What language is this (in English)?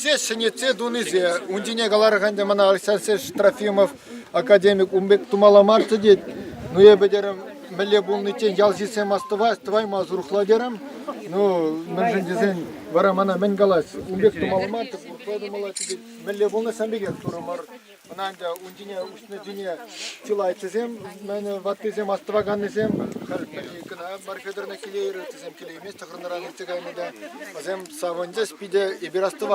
Chuvash